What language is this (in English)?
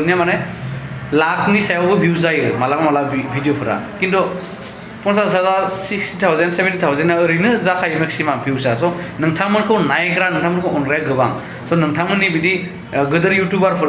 Bodo